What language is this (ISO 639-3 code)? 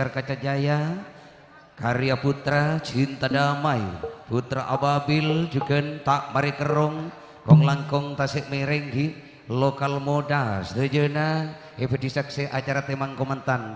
mad